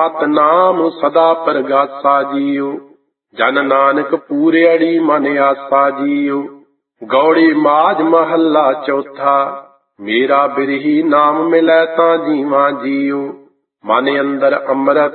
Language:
Punjabi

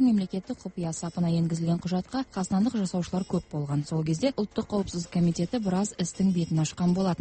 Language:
Kazakh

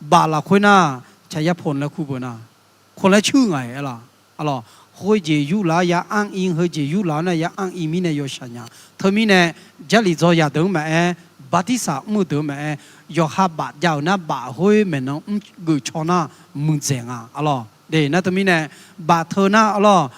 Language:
Akha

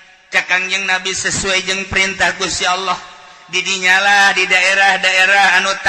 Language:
Sundanese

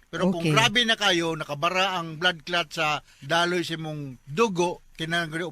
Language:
Cebuano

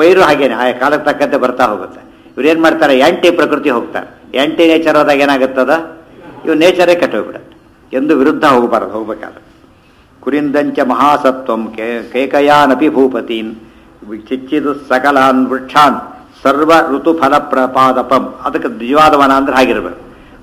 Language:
Kannada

